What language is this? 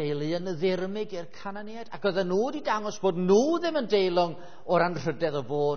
Welsh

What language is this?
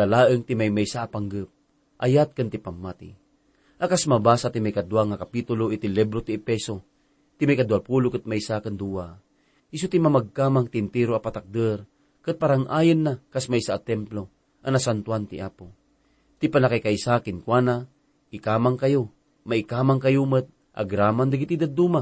Iloko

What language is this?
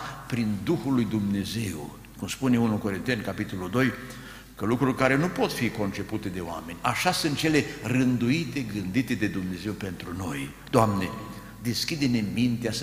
Romanian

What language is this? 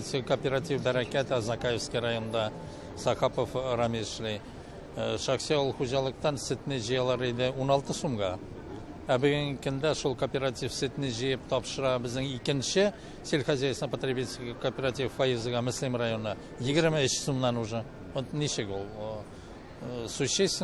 Tatar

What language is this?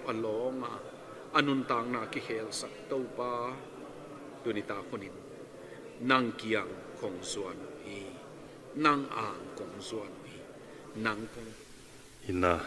Tedim Chin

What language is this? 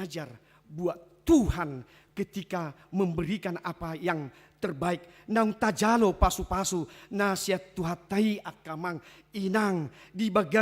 Batak Toba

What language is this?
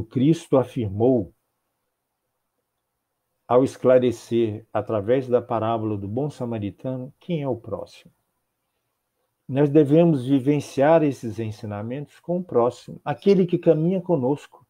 Portuguese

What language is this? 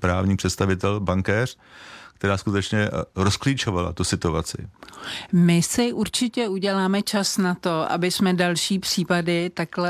Czech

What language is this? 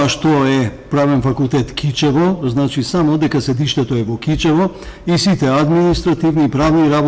Macedonian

